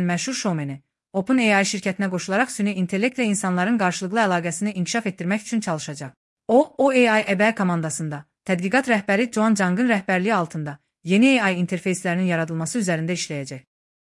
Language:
Azerbaijani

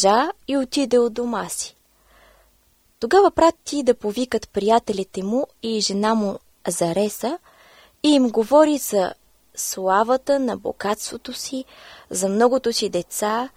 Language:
Bulgarian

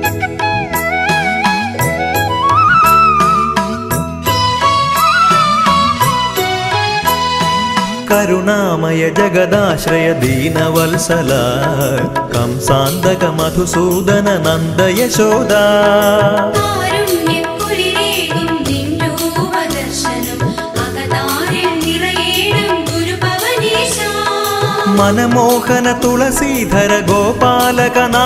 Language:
Malayalam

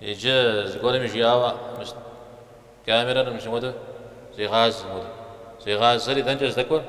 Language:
Kabardian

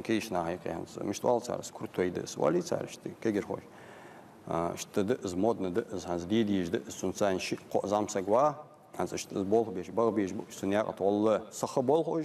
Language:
Ingush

